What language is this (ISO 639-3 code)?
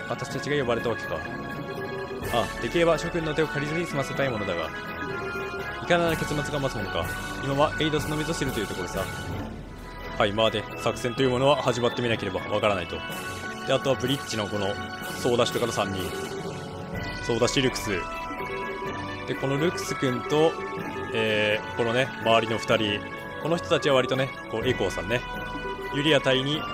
jpn